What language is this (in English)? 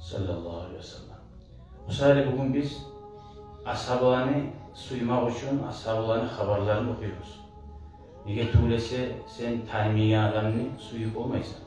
Kumyk